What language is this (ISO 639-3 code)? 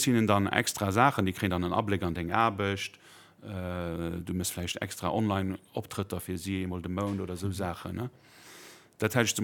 ltz